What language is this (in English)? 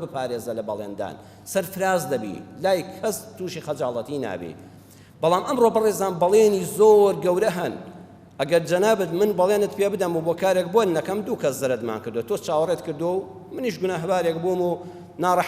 Central Kurdish